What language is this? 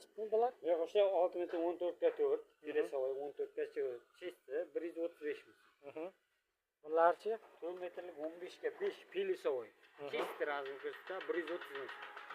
Uzbek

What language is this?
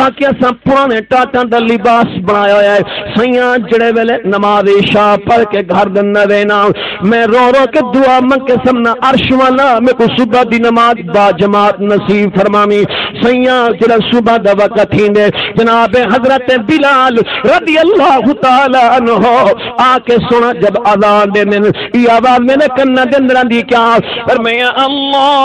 Saraiki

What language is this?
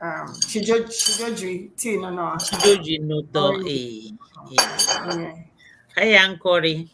Ewe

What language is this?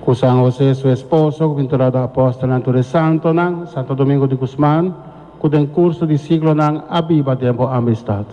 Papiamento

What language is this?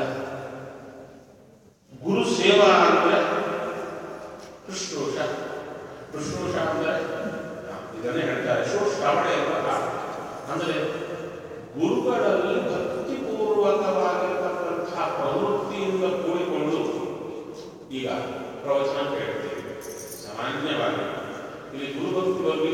Kannada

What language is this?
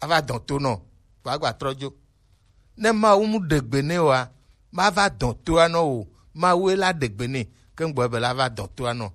Gen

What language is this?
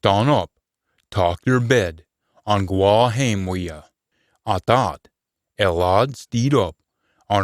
Scots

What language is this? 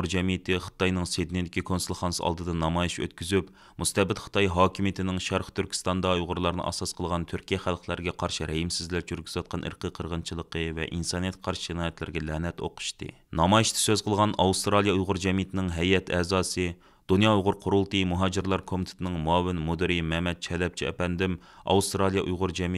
Uyghur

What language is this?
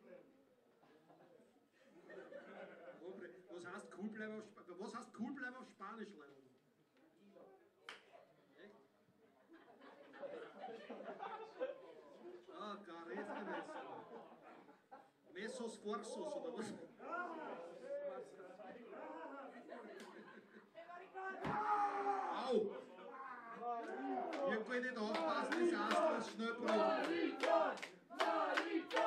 German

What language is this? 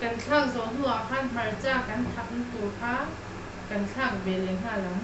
Mizo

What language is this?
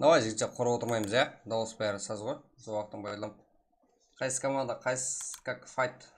Kara-Kalpak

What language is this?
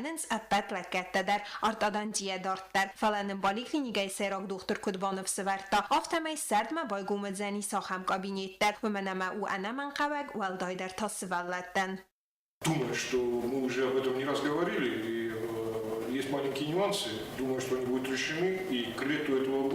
Ossetic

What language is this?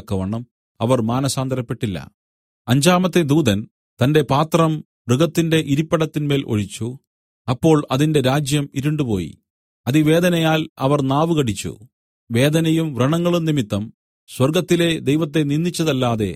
Malayalam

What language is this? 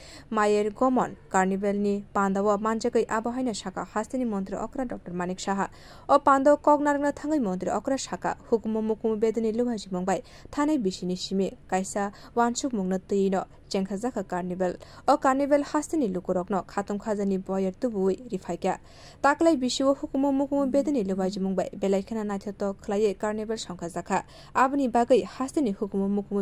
Kok Borok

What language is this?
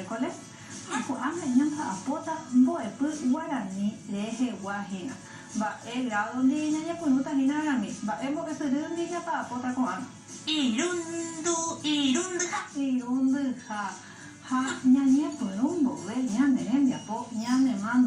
Guarani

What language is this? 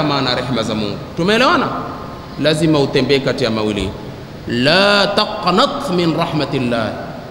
Swahili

